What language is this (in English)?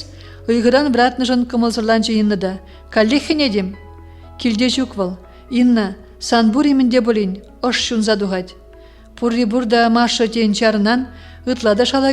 Chuvash